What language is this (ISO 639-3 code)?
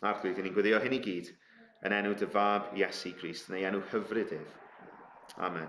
cym